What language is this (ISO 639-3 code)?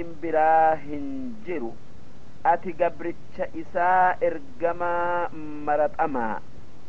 orm